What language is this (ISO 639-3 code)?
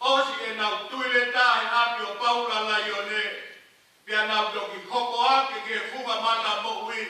ton